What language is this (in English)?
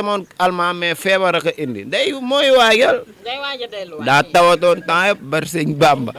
Wolof